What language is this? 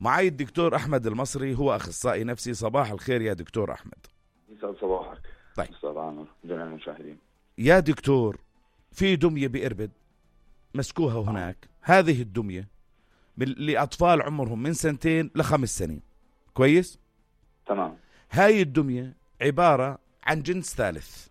North Levantine Arabic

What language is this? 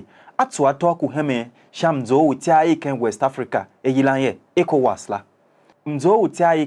Tiv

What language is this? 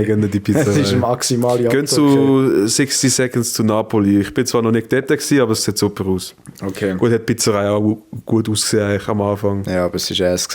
Swiss German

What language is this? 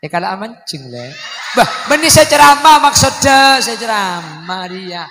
Madurese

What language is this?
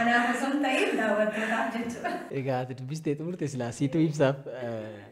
Oromo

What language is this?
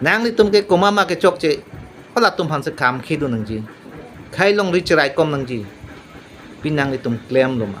Karbi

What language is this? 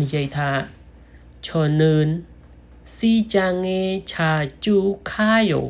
Khmer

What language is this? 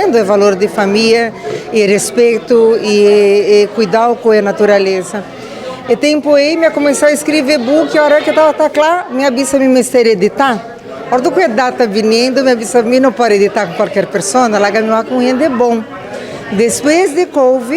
Papiamento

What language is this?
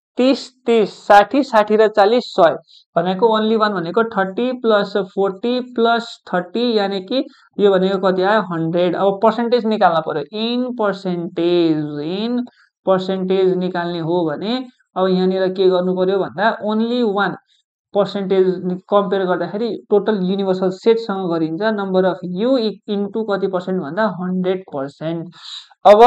Nepali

